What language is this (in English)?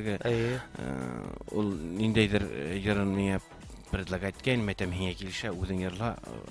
Bashkir